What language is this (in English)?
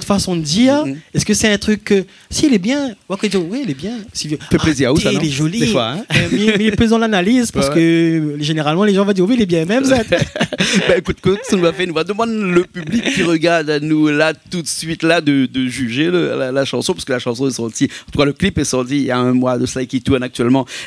Réunion Creole French